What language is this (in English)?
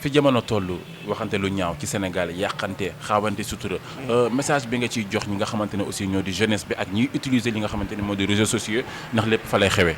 Wolof